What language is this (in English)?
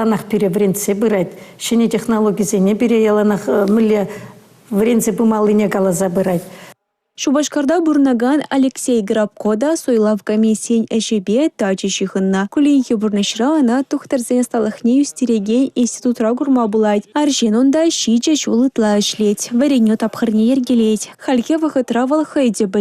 Chuvash